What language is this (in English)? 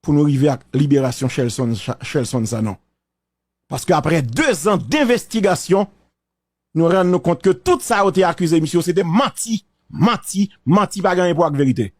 Haitian Creole